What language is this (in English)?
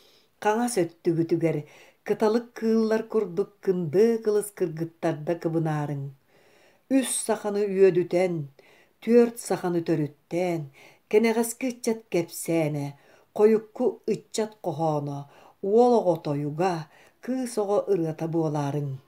Yakut